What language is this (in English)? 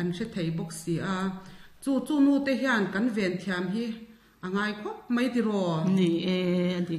Mizo